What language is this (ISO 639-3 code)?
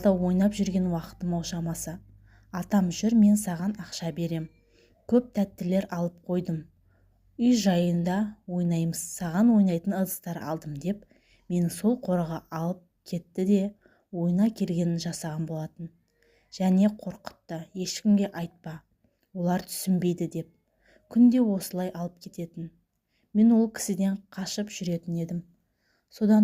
kaz